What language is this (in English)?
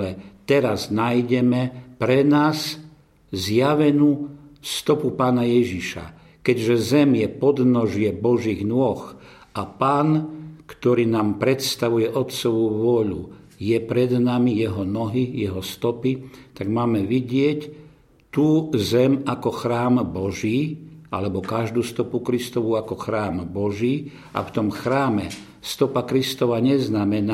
Slovak